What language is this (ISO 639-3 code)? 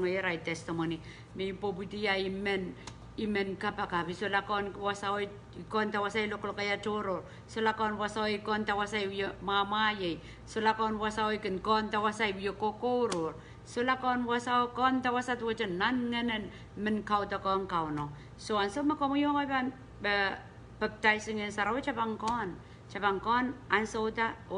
pon